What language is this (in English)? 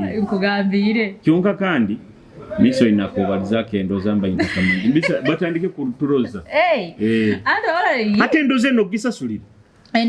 Nyoro